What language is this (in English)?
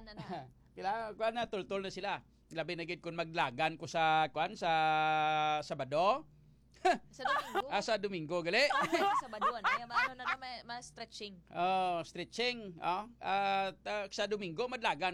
Hiligaynon